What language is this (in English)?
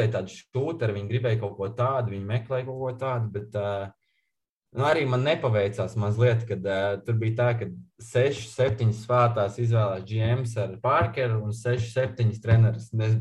Latvian